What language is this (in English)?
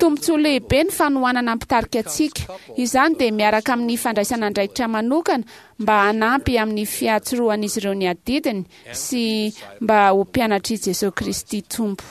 Malagasy